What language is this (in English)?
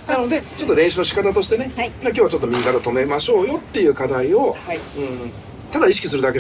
Japanese